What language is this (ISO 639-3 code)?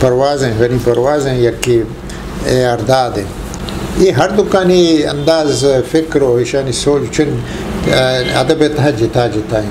bgp